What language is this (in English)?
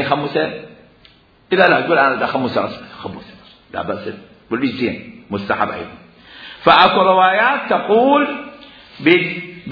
Mesopotamian Arabic